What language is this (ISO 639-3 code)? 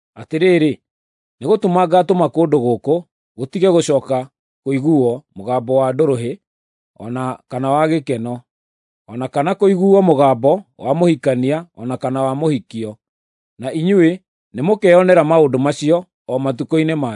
kik